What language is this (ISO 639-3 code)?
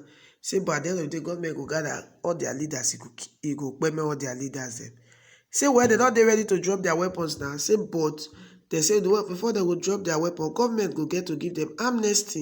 pcm